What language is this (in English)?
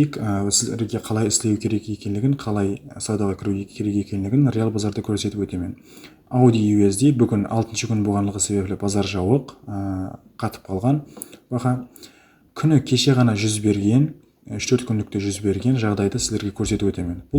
Kara-Kalpak